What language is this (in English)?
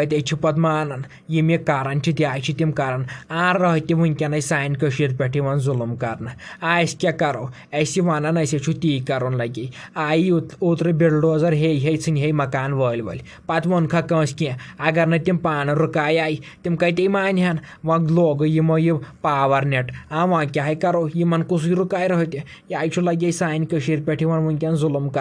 Kashmiri